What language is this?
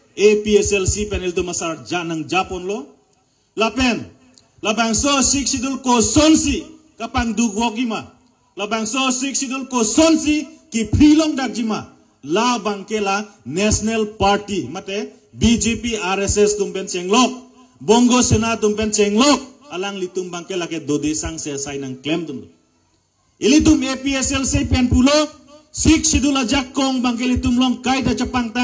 Karbi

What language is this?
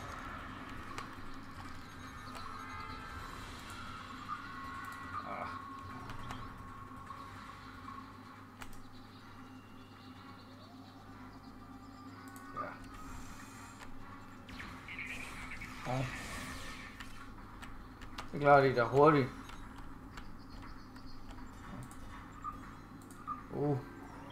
Danish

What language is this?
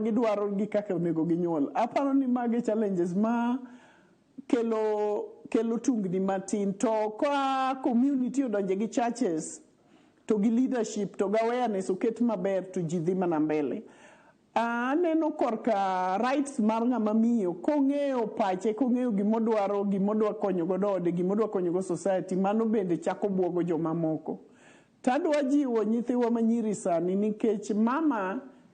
Luo (Kenya and Tanzania)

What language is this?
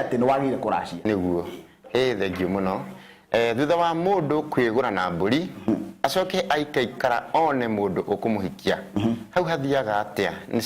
Kikuyu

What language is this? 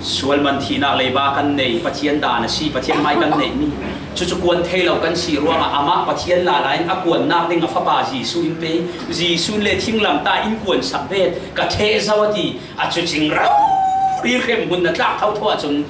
Falam Chin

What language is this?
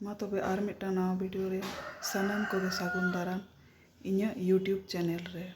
Santali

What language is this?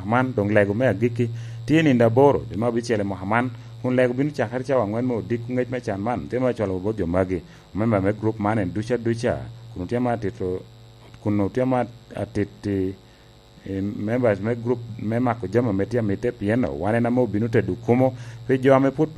Lango (Uganda)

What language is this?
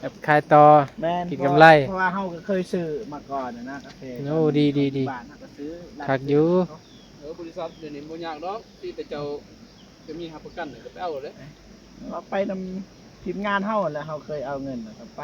Northeastern Thai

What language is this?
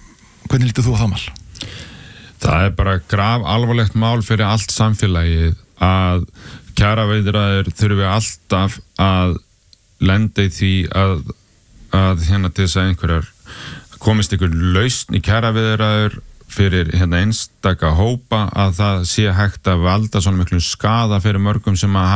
Icelandic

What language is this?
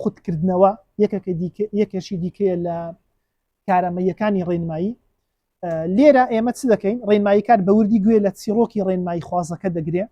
Central Kurdish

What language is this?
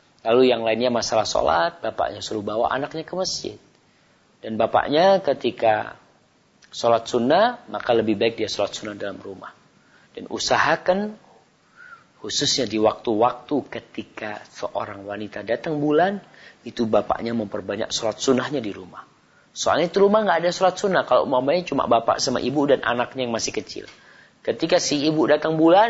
Indonesian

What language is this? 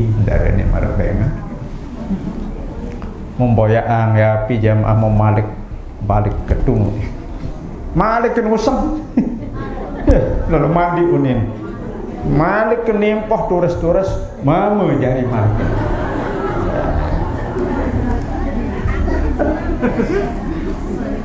Sasak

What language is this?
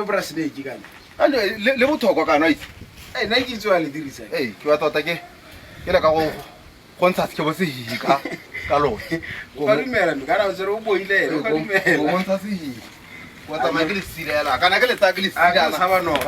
Tswana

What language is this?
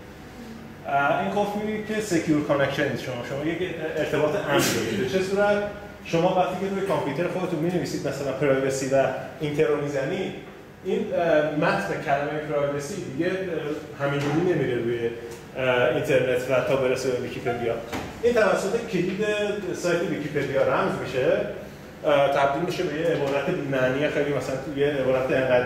Persian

